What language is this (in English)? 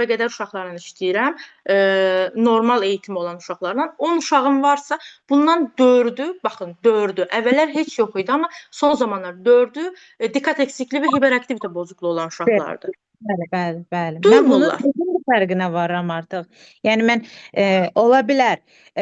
Azerbaijani